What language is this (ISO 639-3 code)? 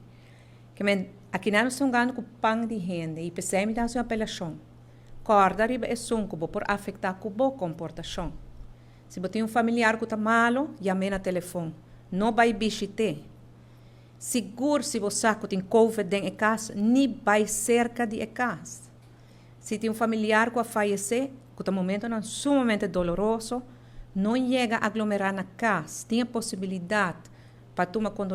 pap